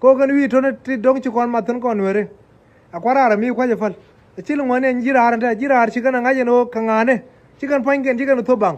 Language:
Nuer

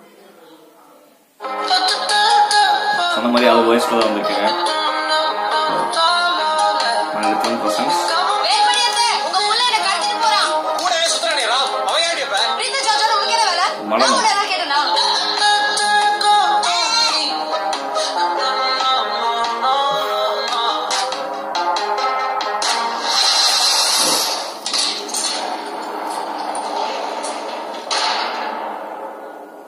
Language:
Tamil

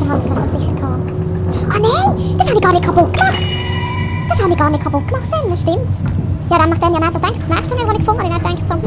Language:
Swiss German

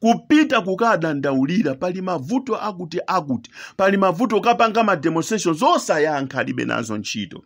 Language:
Nyanja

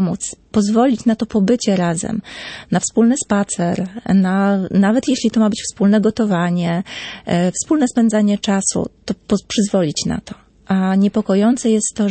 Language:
Polish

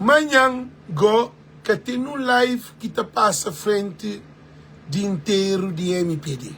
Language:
Kabuverdianu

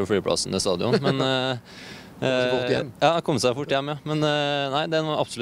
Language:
Norwegian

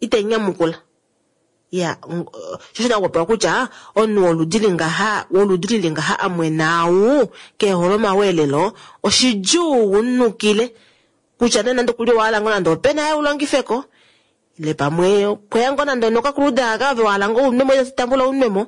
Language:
Kuanyama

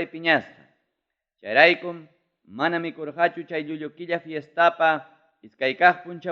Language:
Ayacucho Quechua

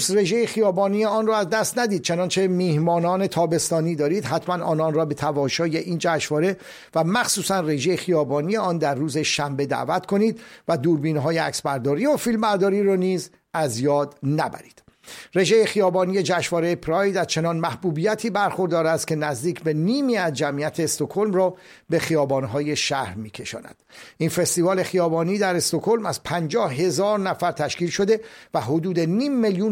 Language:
Persian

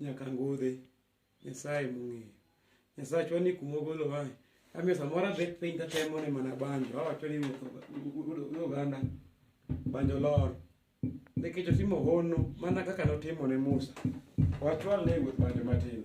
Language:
Luo (Kenya and Tanzania)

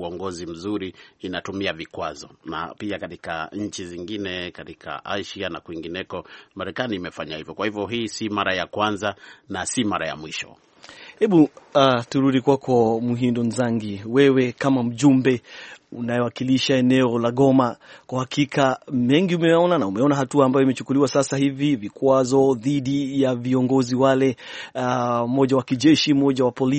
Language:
Swahili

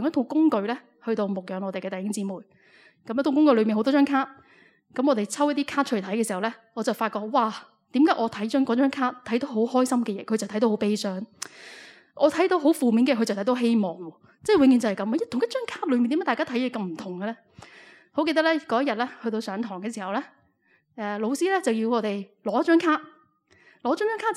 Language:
Cantonese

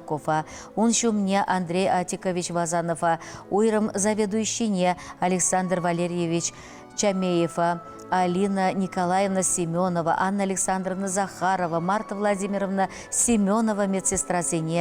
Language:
Chuvash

